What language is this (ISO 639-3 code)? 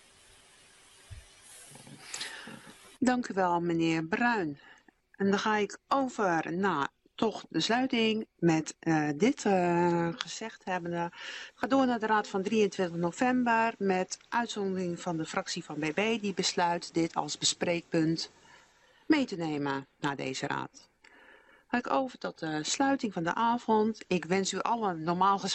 nld